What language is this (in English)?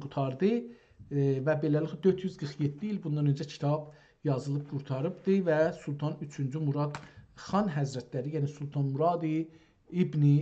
South Azerbaijani